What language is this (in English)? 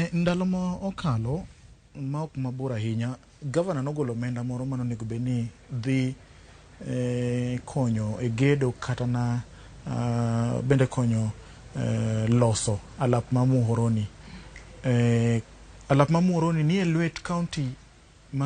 Luo (Kenya and Tanzania)